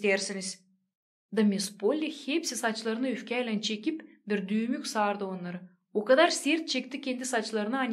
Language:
Gagauz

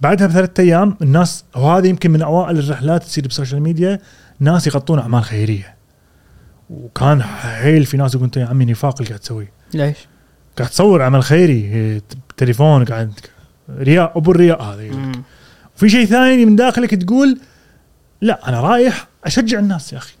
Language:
Gulf Arabic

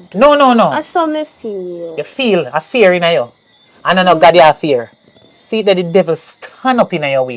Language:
Jamaican Creole English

